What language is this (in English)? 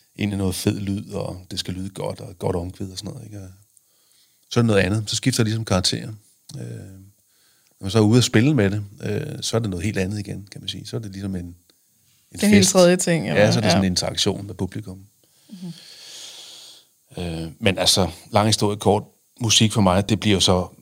Danish